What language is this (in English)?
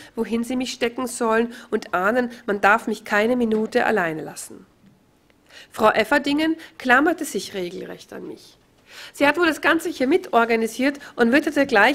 German